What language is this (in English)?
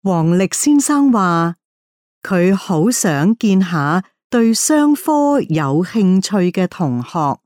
Cantonese